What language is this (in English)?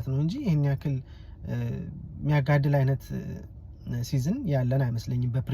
Amharic